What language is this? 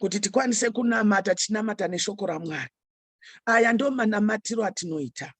Shona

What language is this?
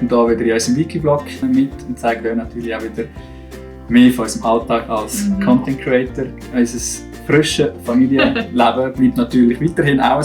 Swiss German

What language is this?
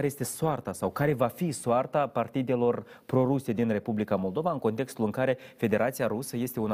Romanian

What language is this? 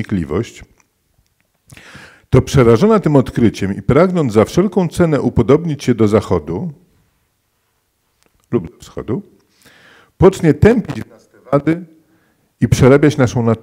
Polish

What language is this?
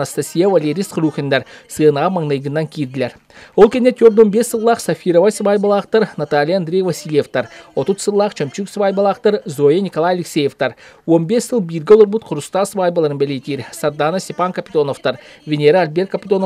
Yakut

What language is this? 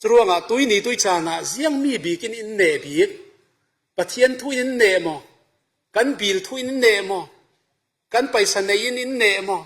Falam Chin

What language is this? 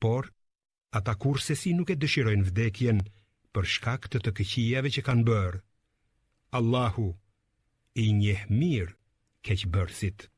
Albanian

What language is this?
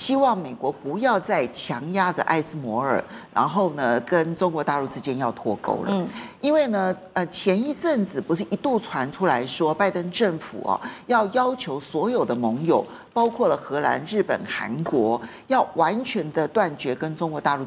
Chinese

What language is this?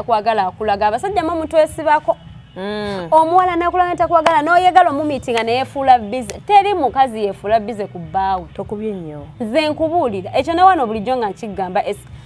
Ganda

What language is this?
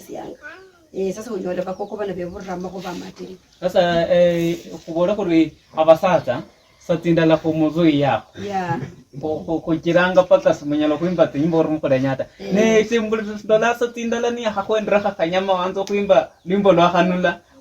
Luyia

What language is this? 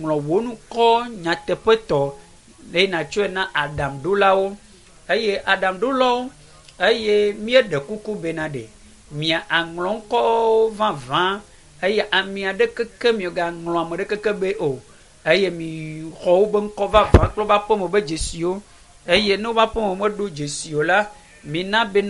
Ewe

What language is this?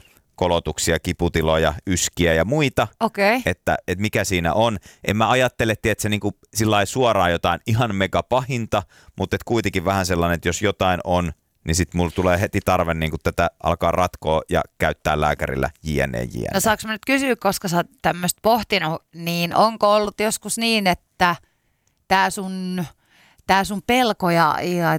Finnish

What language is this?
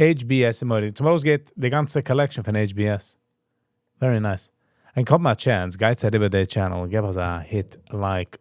Yiddish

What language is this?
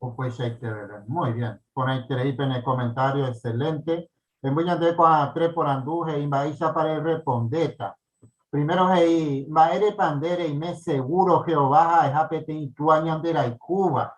Guarani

